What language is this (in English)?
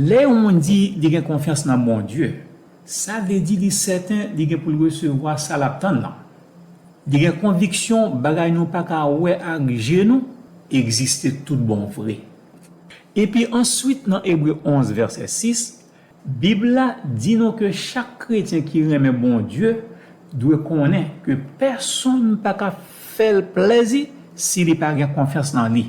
Haitian Creole